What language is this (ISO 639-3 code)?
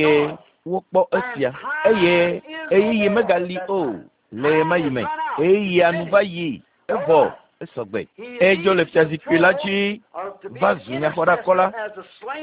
ewe